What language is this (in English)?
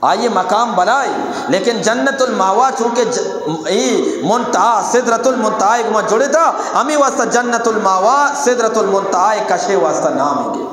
Eastern Balochi